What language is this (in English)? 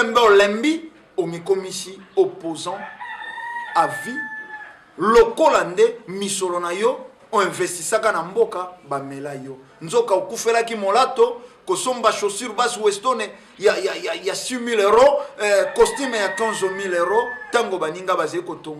Lingala